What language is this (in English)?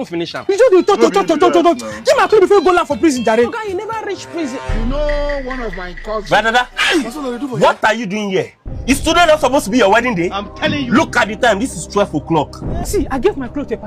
Nigerian Pidgin